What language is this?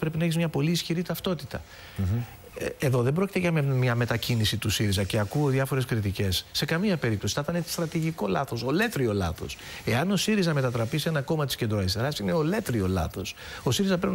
Greek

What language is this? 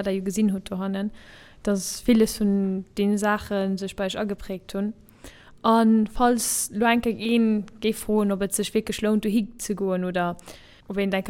Luxembourgish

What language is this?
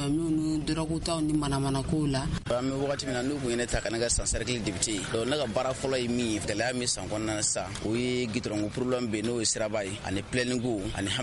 Bambara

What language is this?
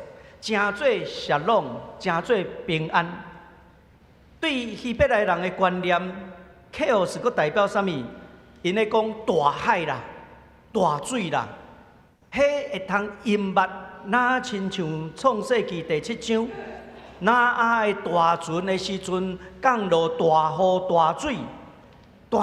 Min Nan Chinese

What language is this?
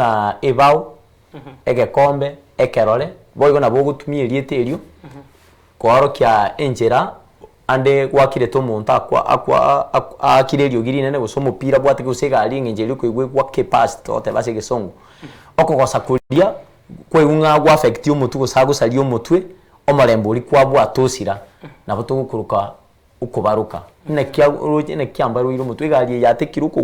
Gusii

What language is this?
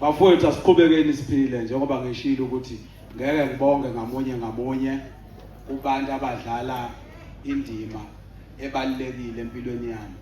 Zulu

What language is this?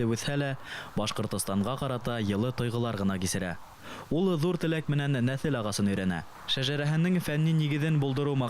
Bashkir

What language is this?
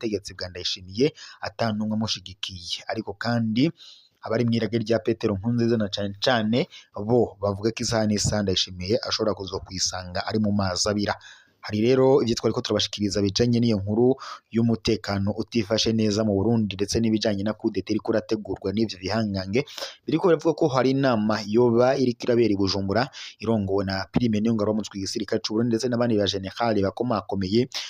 Rundi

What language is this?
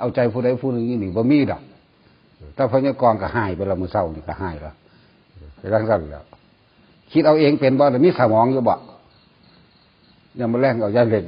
Northeastern Thai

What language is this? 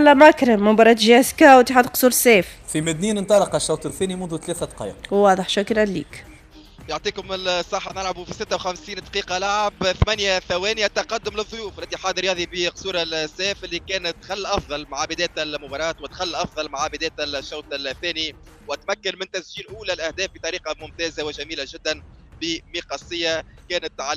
Tunisian Arabic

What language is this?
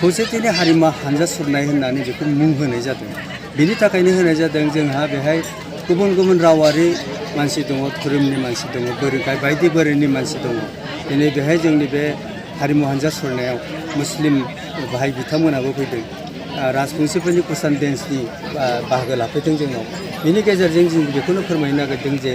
Bodo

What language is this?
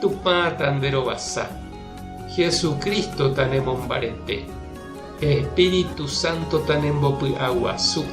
Guarani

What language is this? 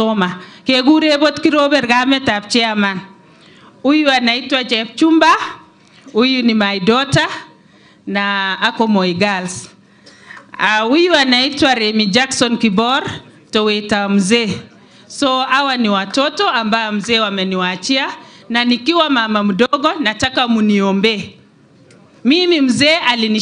Swahili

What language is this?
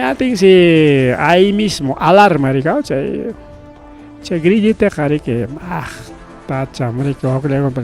Ayacucho Quechua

